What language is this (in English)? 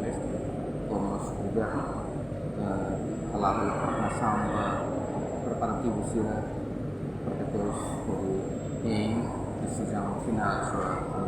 Tetum